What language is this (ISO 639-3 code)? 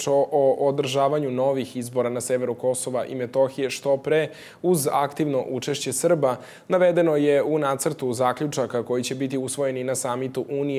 srp